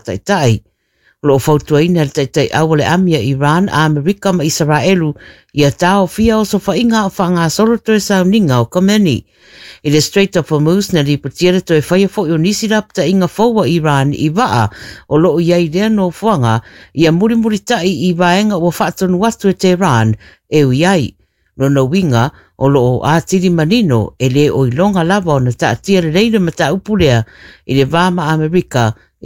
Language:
Samoan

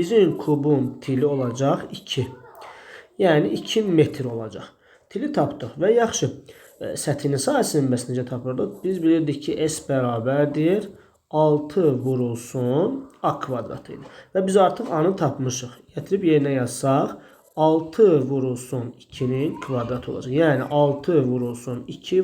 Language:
Azerbaijani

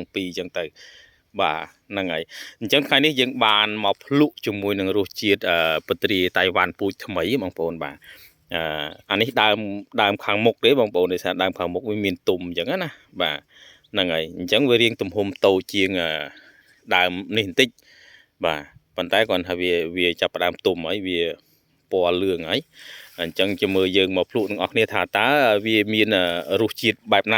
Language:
Khmer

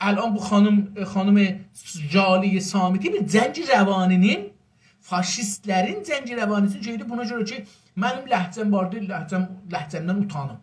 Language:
South Azerbaijani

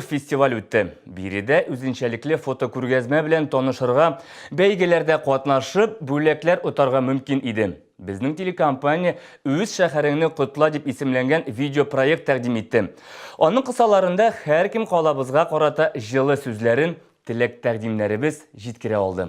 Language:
Tatar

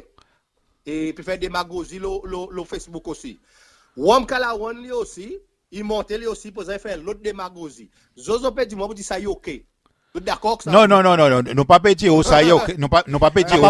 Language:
Seselwa Creole French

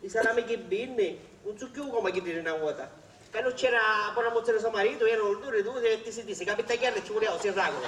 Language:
Sicilian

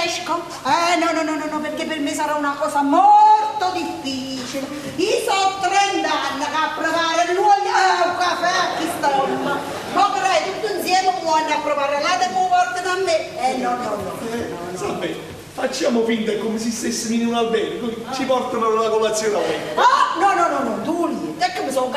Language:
Neapolitan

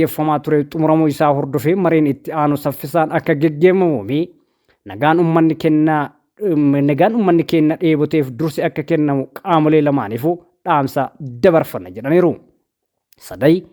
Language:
Oromo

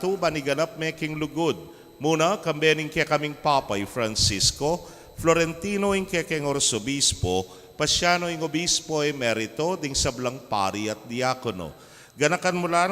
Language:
Pampanga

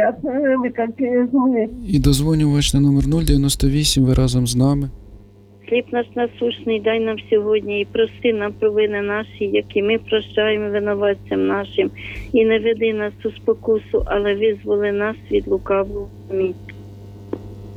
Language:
Ukrainian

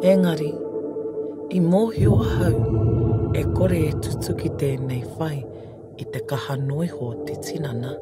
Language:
Māori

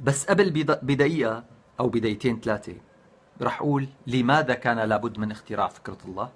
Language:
North Levantine Arabic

